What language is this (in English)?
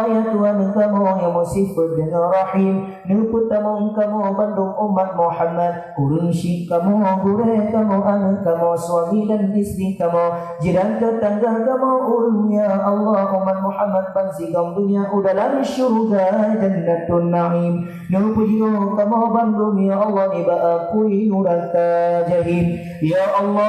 Achinese